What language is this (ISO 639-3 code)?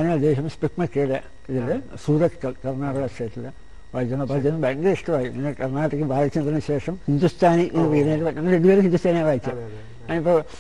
mal